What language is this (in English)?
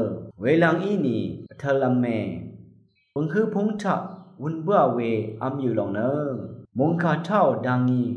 Rawang